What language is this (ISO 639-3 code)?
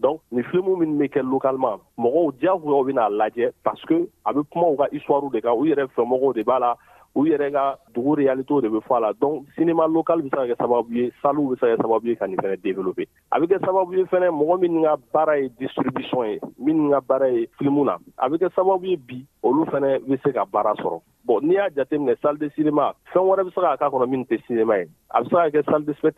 bam